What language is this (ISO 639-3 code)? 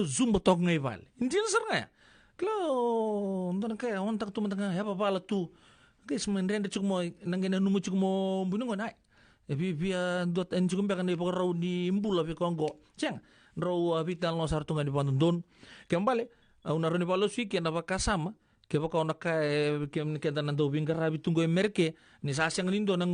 fij